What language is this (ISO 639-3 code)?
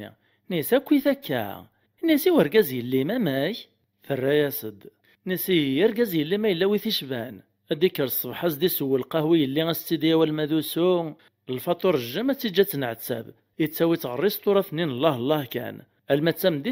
kab